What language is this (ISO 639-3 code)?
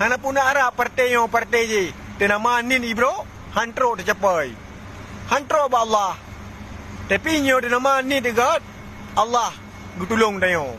ace